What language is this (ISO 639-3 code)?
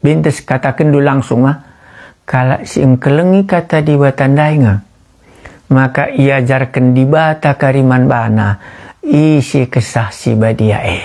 btx